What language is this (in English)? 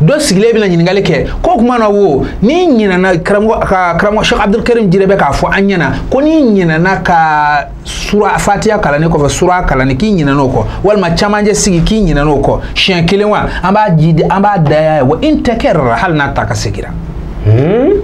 Bambara